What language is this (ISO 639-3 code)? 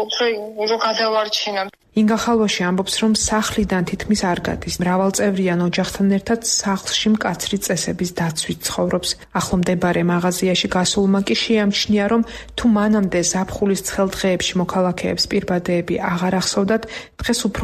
kat